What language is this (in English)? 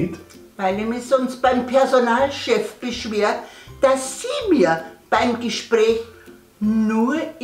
Bavarian